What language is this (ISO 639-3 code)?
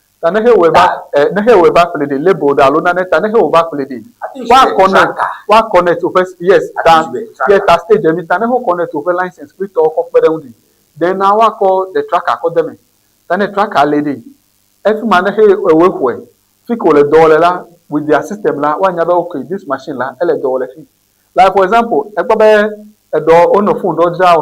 ewe